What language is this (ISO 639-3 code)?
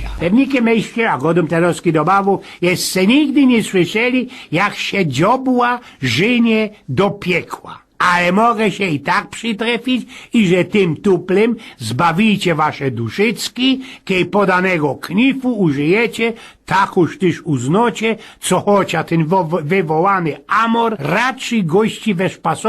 szl